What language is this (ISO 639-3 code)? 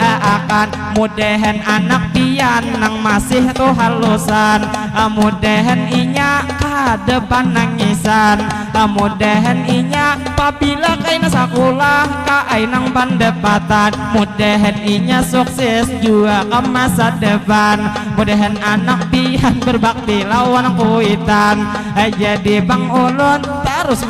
bjn